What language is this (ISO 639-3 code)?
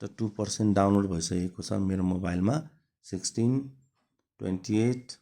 nep